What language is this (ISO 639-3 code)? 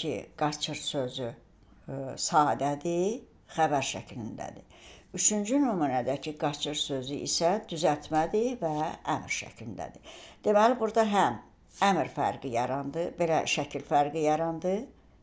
aze